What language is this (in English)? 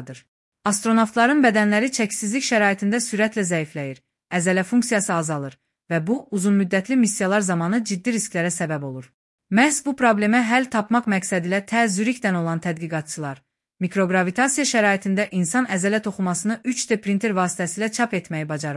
Azerbaijani